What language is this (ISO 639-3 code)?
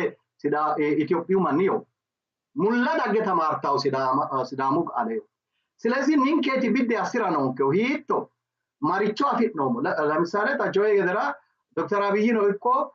sid